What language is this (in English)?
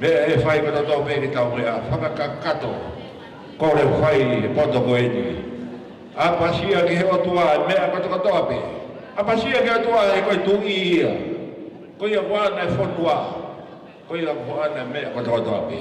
Tongan